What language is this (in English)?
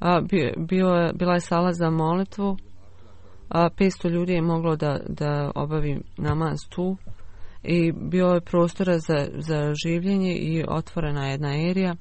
Bosnian